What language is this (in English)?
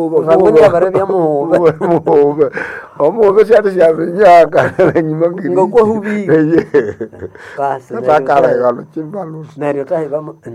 Nande